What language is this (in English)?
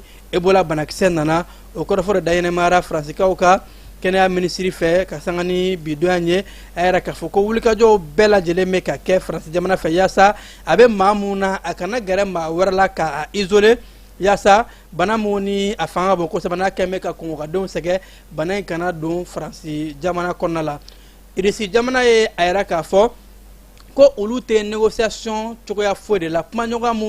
Bambara